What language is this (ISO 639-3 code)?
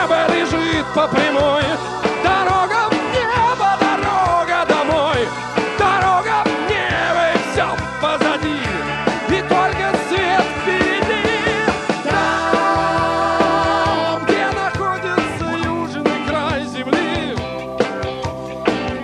rus